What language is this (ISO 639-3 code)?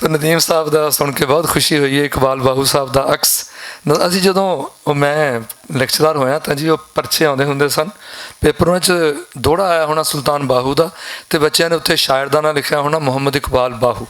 lah